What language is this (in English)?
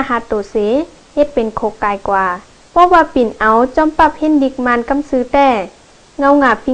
Shan